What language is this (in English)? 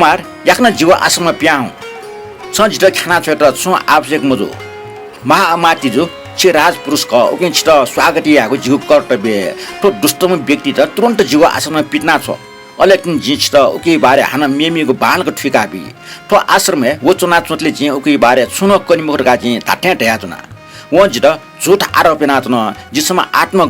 Newari